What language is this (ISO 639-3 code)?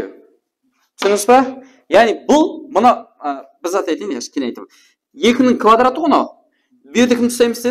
kaa